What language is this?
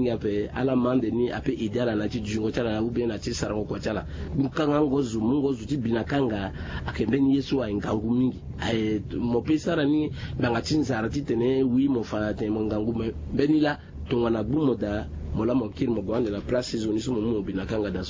Sango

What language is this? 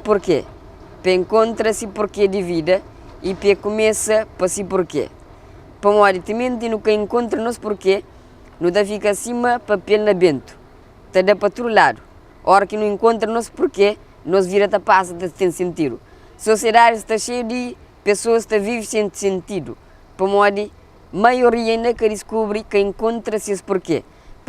Kabuverdianu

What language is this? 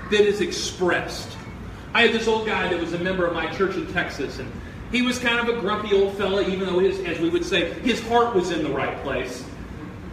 English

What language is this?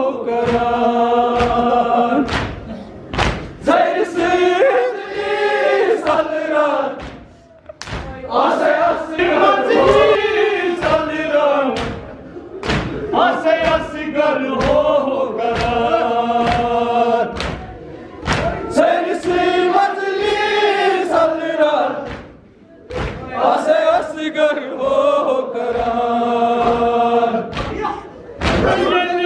Kashmiri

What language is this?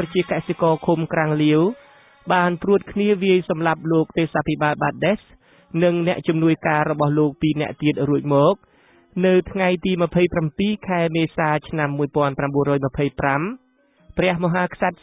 Khmer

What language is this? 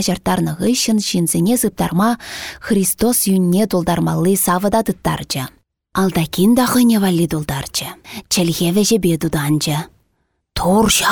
Chuvash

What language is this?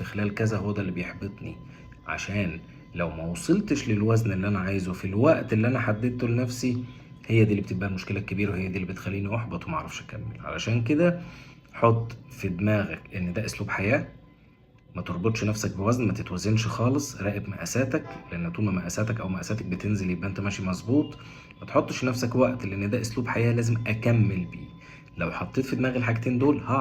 Egyptian Arabic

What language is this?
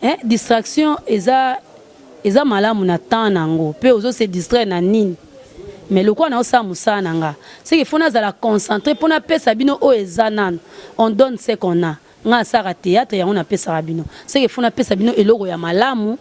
Lingala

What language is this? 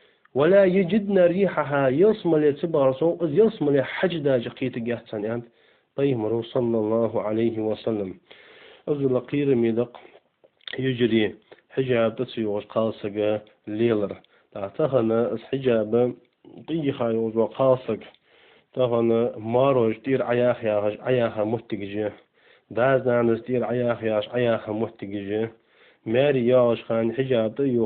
Ingush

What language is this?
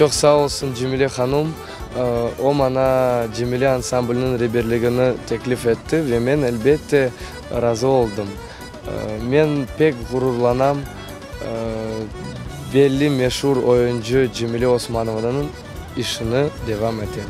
Crimean Tatar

